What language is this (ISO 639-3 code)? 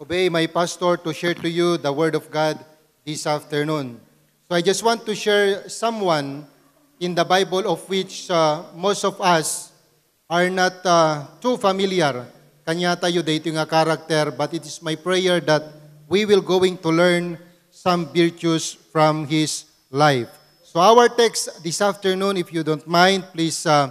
ilo